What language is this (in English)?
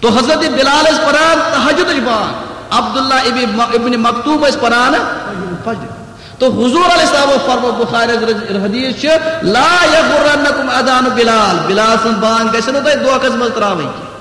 Kashmiri